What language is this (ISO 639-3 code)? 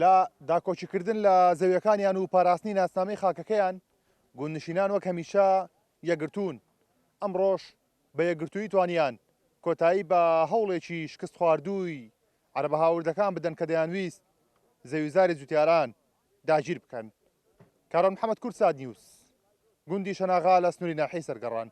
ckb